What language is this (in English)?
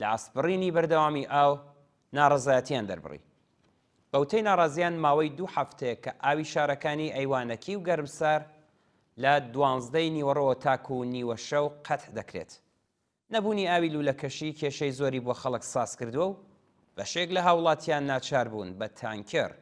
Central Kurdish